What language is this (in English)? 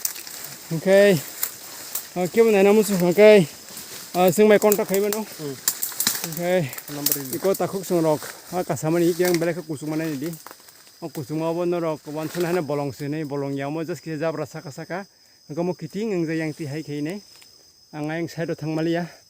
Kok Borok